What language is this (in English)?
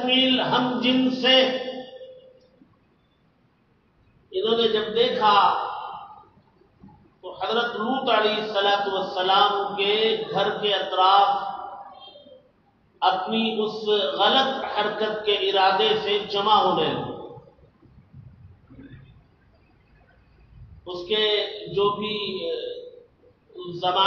Urdu